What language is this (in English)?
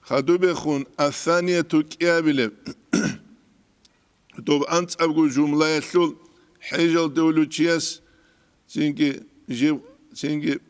Avaric